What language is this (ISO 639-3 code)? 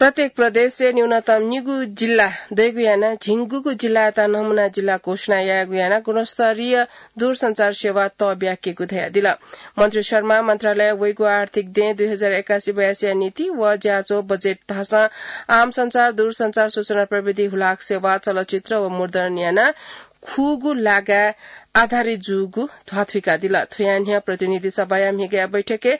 new